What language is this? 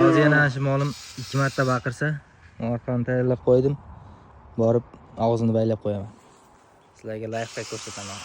Uzbek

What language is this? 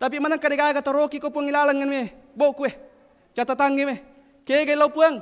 Buginese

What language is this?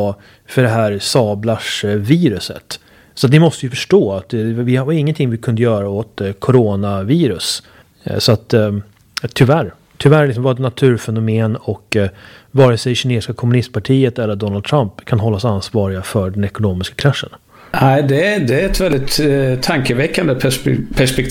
Swedish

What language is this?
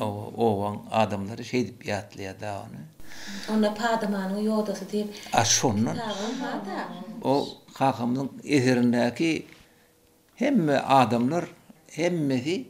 Turkmen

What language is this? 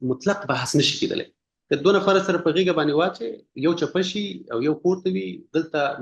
Pashto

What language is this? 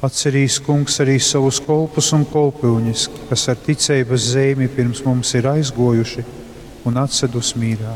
Latgalian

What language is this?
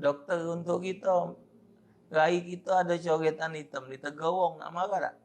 Musi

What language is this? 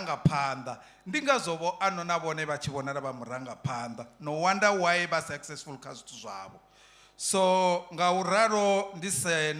Venda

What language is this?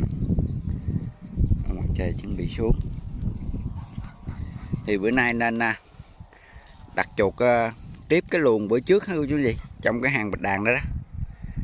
Vietnamese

